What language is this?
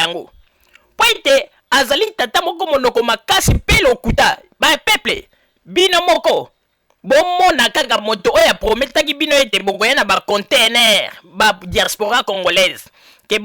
Lingala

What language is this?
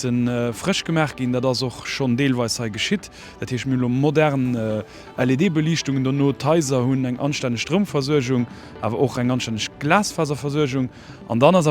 Luxembourgish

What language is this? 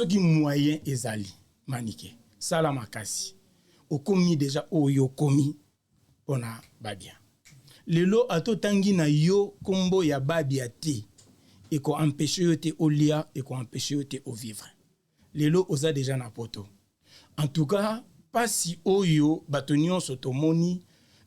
Lingala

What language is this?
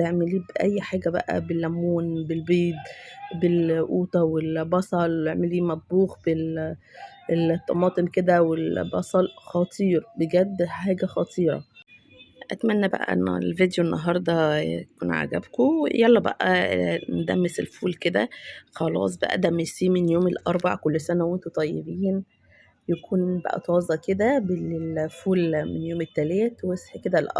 Egyptian Arabic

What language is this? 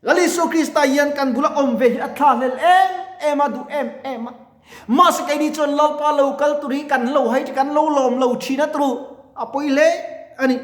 Mizo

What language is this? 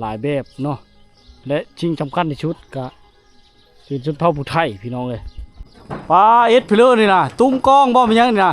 Lao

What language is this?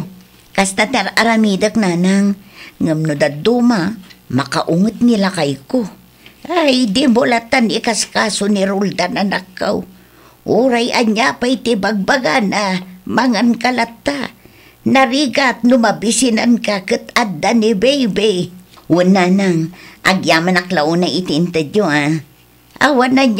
Iloko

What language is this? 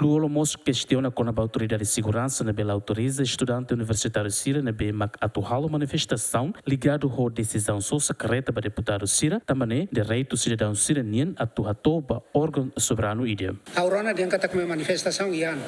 Tetum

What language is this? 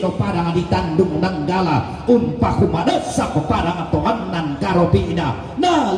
Toraja-Sa'dan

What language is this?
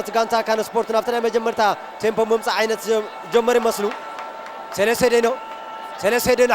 Tigrinya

